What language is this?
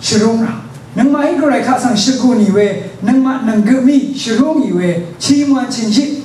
Rawang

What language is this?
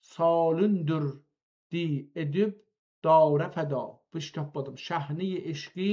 South Azerbaijani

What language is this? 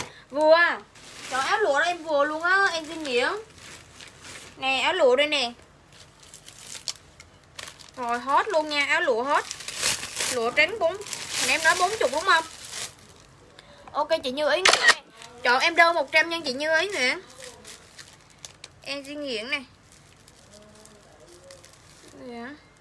Vietnamese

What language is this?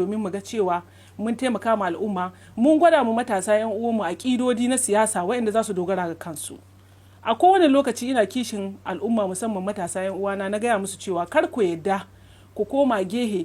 Hausa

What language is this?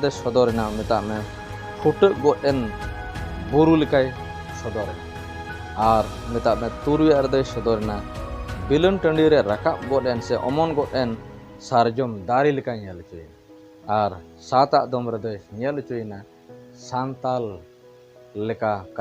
Santali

